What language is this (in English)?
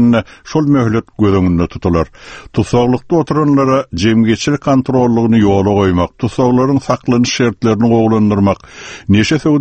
Turkmen